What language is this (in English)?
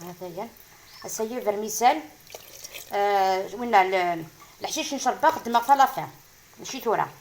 Algerian Arabic